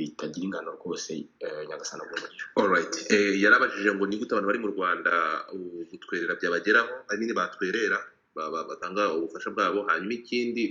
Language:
Kinyarwanda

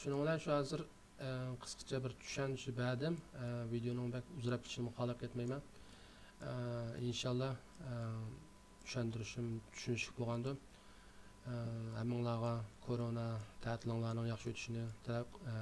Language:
Uyghur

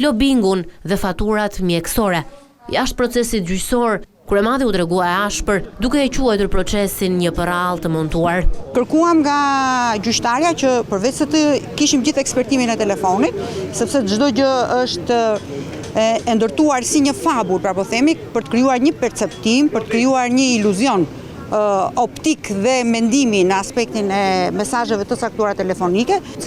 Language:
Albanian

